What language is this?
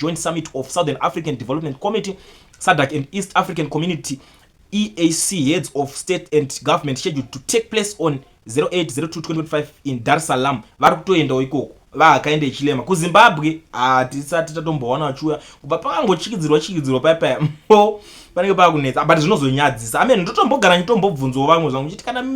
Shona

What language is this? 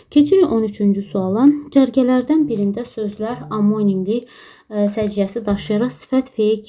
Azerbaijani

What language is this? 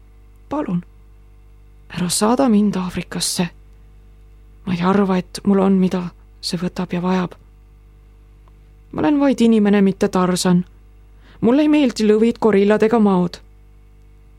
Estonian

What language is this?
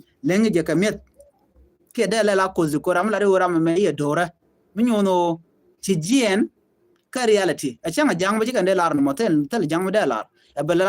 Nuer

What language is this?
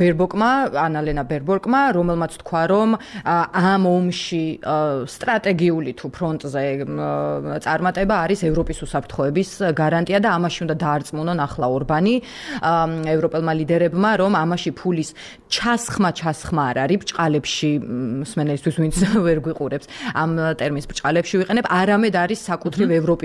Georgian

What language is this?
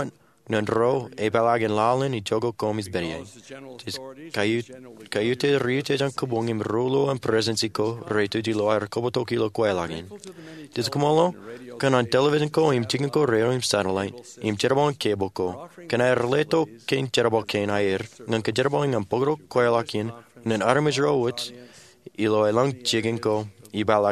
Marshallese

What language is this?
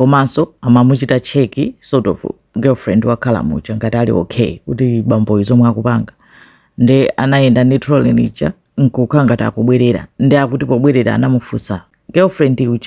Nyanja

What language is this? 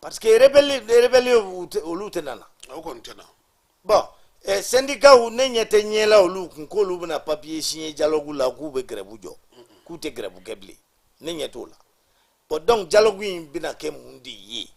Bambara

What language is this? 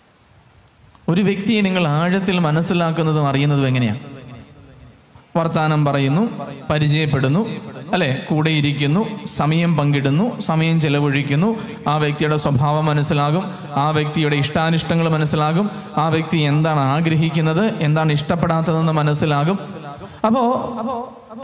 Malayalam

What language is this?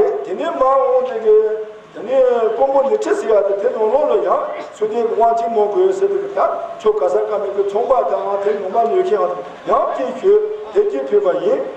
Tibetan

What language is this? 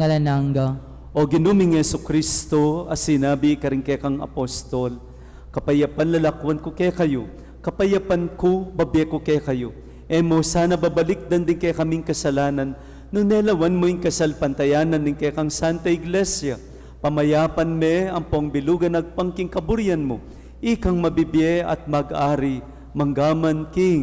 Pampanga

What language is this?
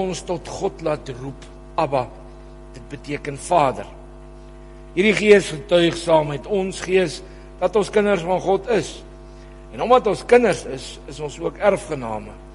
Afrikaans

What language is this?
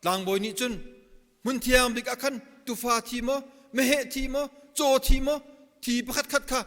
Hakha Chin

